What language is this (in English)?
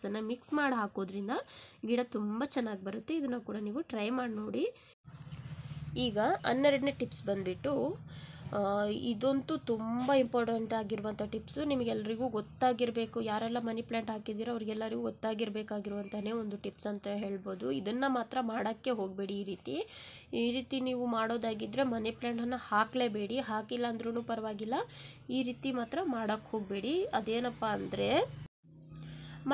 Kannada